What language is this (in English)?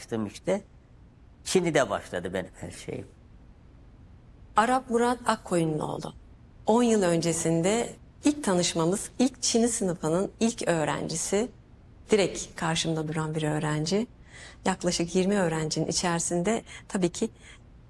Turkish